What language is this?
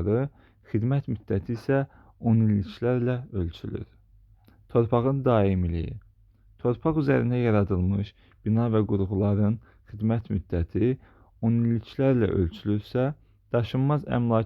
Azerbaijani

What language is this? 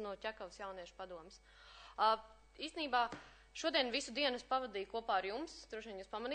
Latvian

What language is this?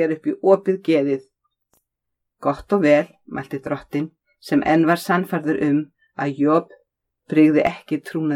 Icelandic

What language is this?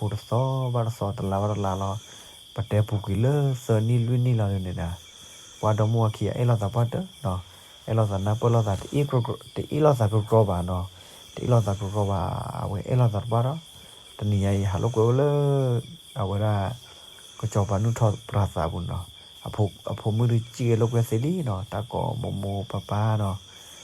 S'gaw Karen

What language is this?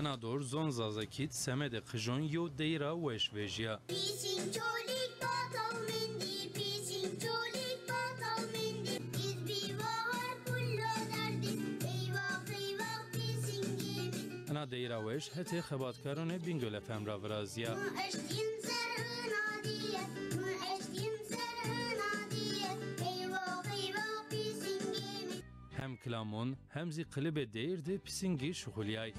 Zaza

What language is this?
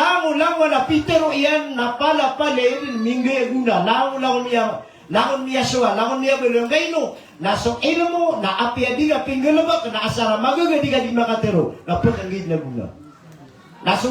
Maranao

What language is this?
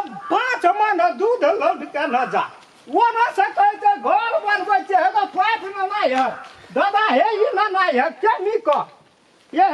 Maithili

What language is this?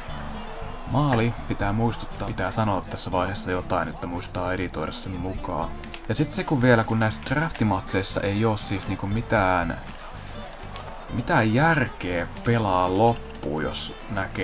Finnish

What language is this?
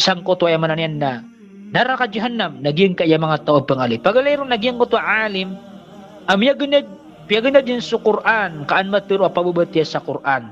Maranao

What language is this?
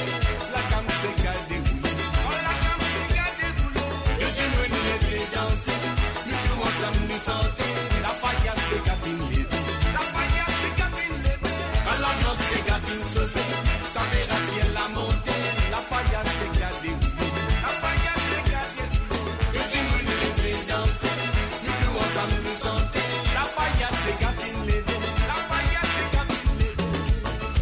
Morisyen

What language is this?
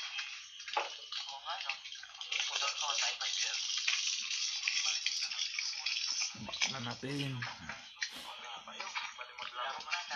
Filipino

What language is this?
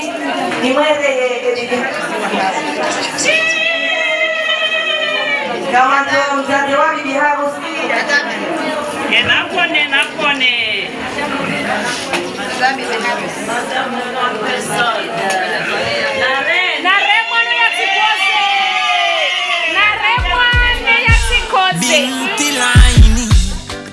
Swahili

